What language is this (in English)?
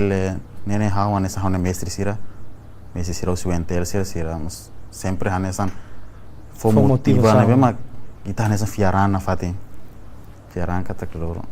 Tetum